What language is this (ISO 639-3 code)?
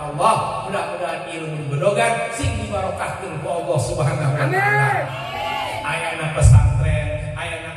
sun